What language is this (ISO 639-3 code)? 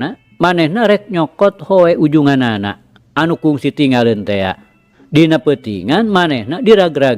sun